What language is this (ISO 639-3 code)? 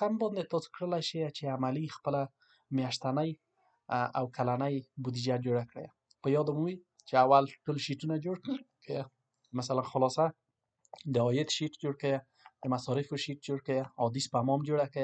pus